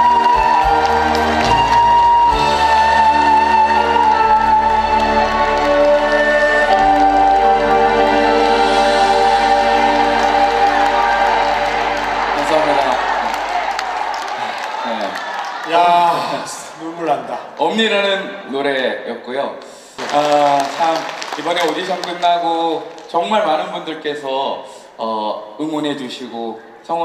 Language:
Korean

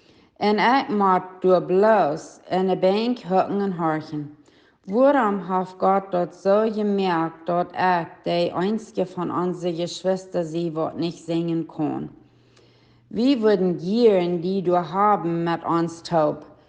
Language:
Plautdietsch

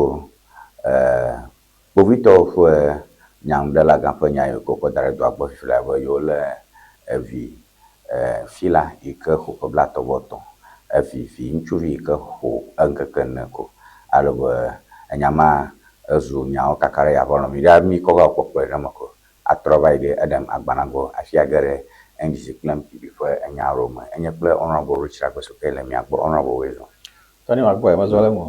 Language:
Ewe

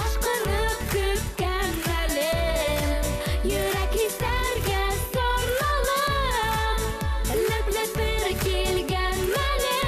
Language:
Bashkir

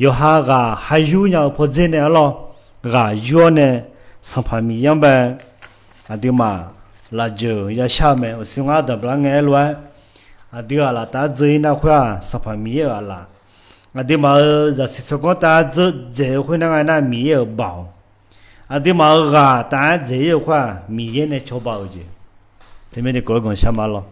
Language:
Akha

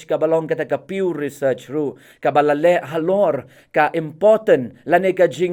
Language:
Khasi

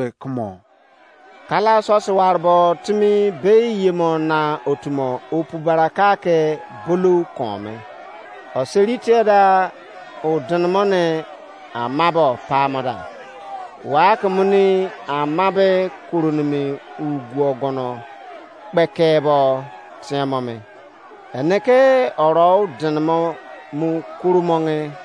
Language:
Izon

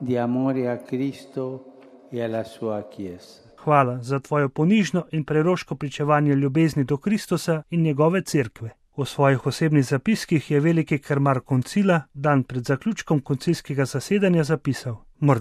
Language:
Slovenian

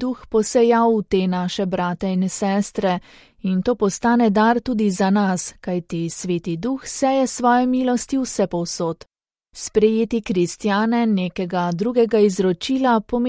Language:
Slovenian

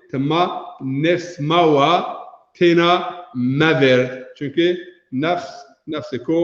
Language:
Zaza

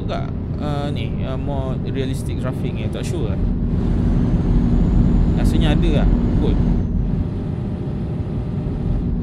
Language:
Malay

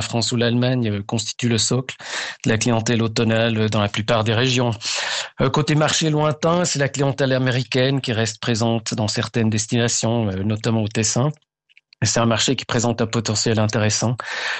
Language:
French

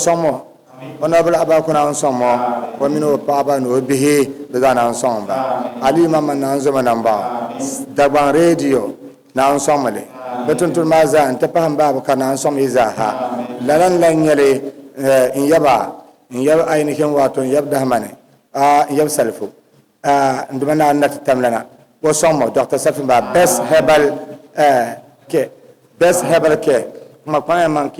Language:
Dagbani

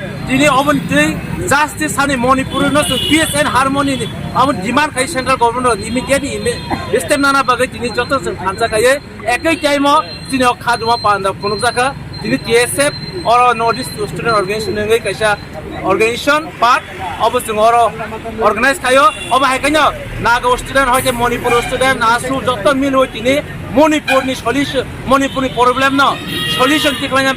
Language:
Kok Borok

